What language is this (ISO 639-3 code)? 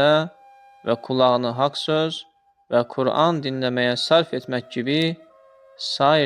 aze